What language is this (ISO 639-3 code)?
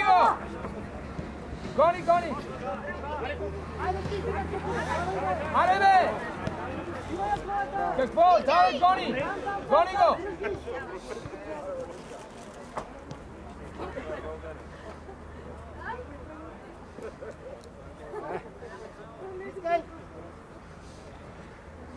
bul